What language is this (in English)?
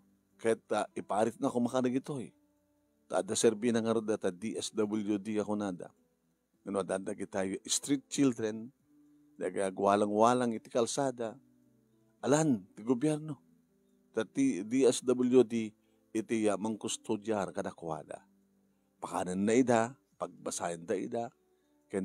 Iloko